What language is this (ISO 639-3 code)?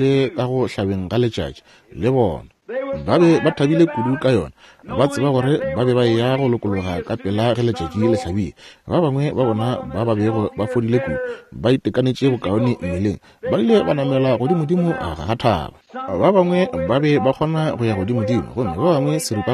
nso